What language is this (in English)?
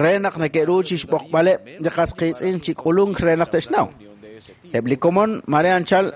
Kekchí